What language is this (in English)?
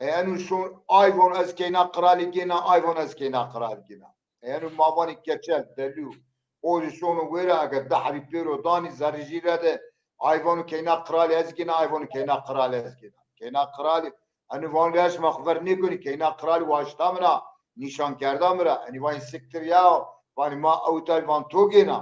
Zaza